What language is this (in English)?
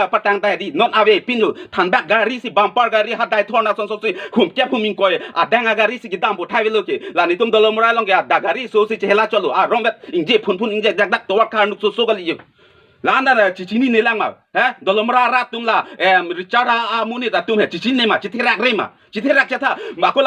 Karbi